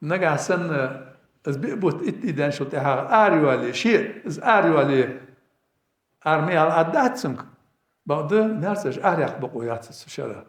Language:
Ingush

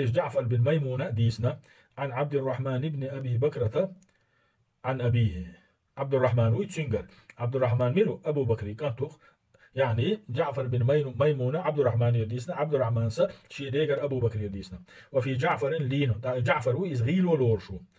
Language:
Chechen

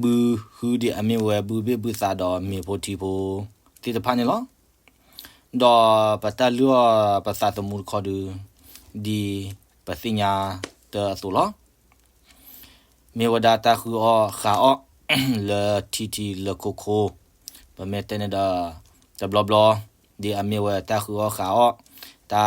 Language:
S'gaw Karen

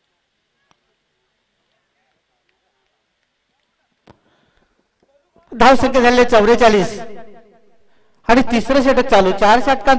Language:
Marathi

